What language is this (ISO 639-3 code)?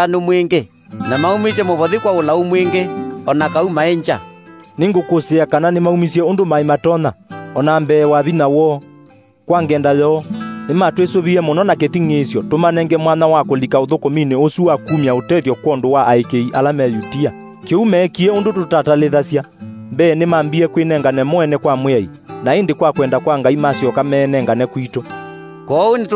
kam